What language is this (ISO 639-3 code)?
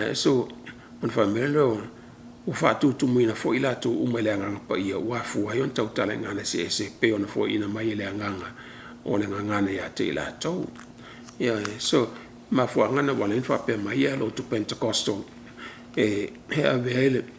smo